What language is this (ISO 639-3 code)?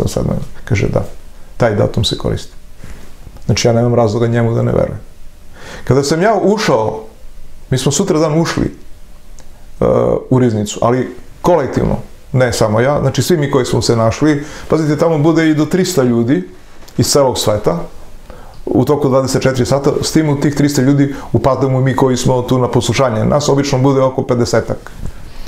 srp